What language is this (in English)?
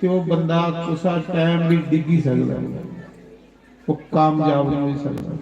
Dogri